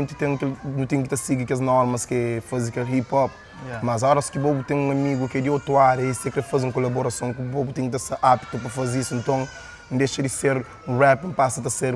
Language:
Kabuverdianu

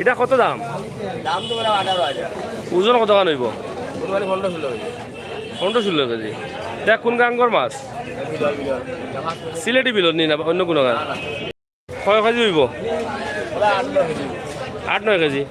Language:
Sylheti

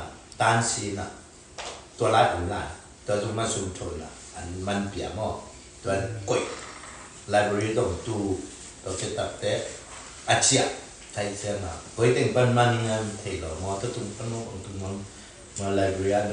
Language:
Tedim Chin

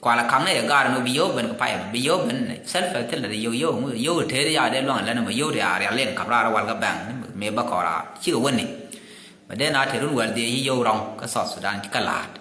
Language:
Nuer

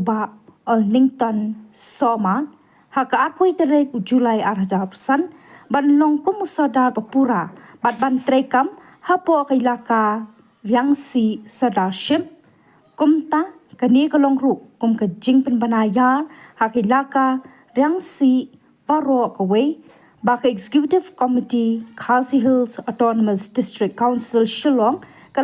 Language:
Khasi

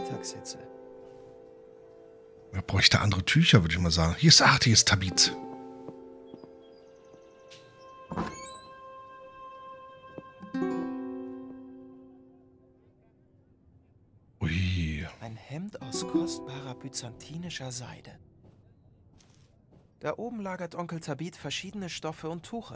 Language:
German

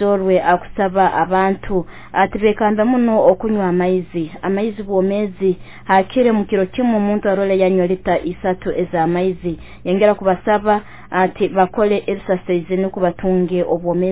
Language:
Nyoro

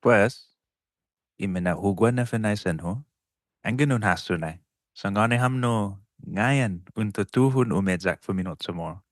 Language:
Chamorro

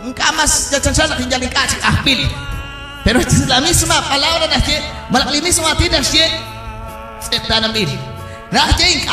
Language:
Kekchí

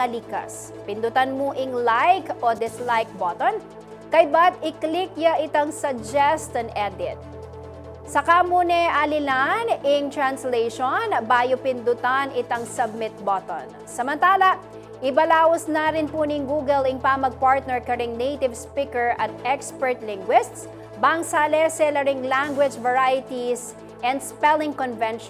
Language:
Pampanga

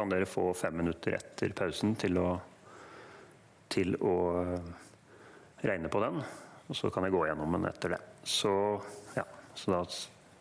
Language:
Norwegian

